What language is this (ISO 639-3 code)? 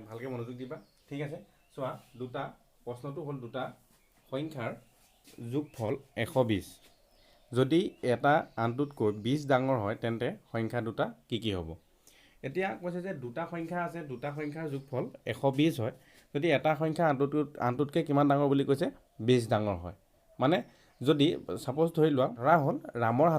asm